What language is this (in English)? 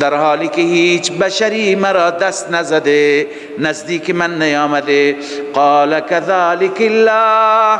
Persian